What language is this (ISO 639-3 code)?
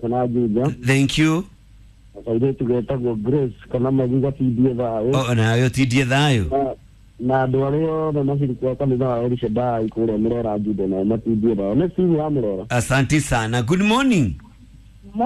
kik